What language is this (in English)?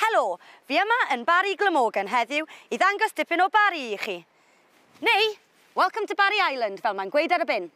Welsh